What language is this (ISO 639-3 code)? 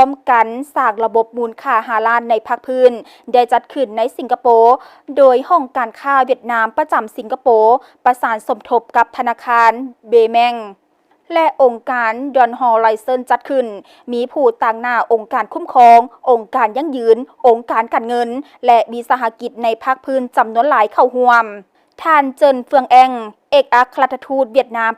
lao